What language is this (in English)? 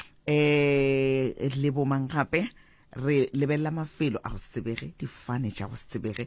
Northern Sotho